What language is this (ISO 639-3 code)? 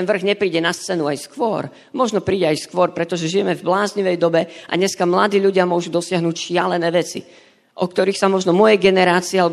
slk